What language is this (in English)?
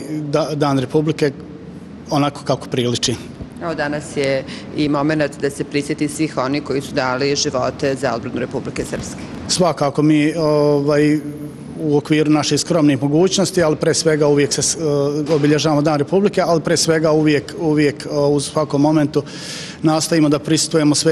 Serbian